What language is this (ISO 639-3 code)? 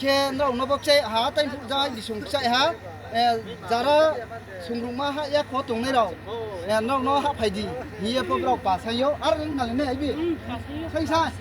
ria